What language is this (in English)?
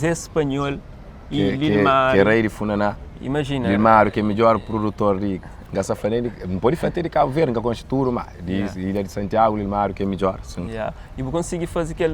Kabuverdianu